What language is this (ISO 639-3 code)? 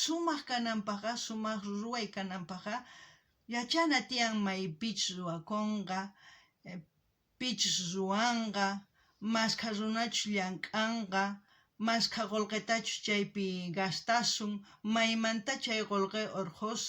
quh